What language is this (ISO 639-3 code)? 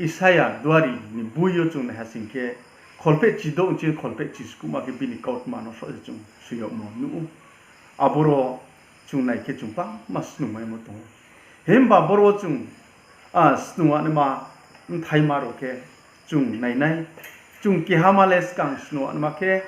ria